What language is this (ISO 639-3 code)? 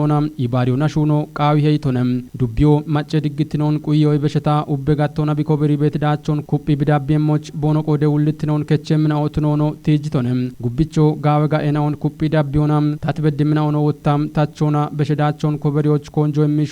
kbr